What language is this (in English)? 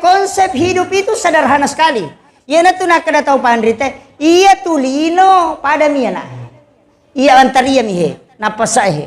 Buginese